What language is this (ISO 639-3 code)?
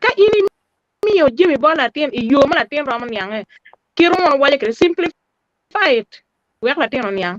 ach